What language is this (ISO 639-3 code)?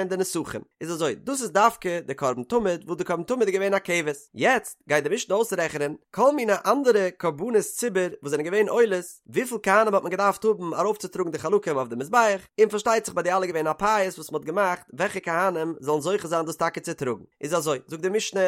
yid